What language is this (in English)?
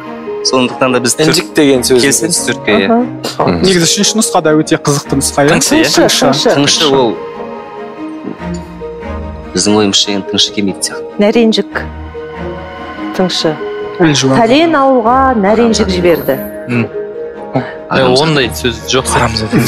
Kazakh